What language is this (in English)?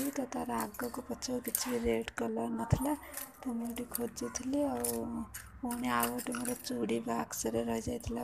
Odia